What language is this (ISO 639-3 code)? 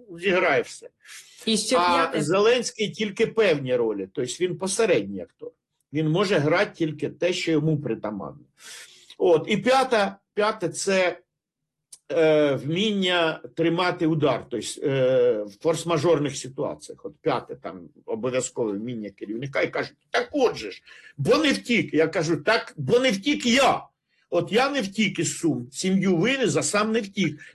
ukr